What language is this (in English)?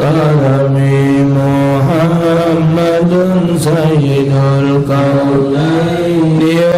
Musi